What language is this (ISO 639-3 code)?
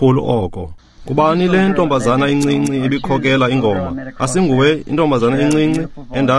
xho